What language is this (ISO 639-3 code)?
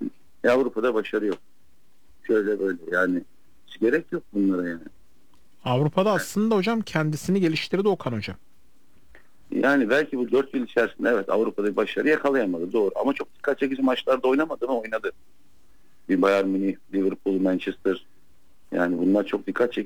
tur